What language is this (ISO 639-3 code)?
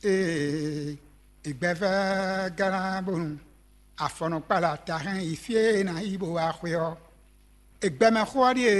fon